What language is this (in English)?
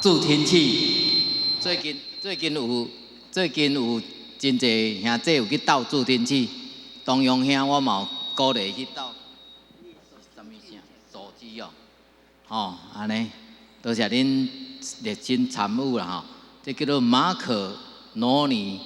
Min Nan Chinese